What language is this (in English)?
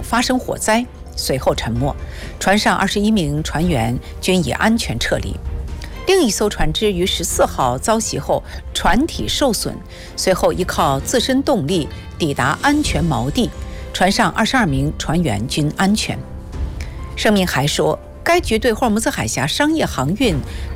Chinese